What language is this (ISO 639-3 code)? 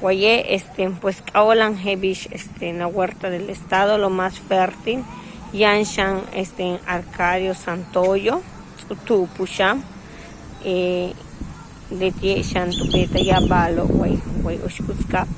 yua